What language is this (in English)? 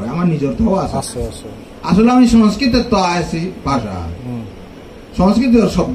Bishnupriya